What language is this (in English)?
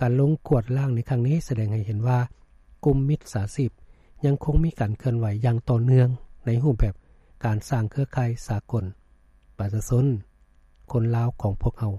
Lao